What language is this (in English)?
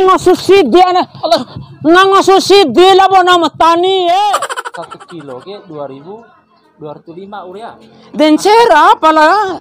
Bima